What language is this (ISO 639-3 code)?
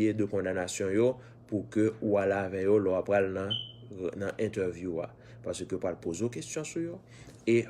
hat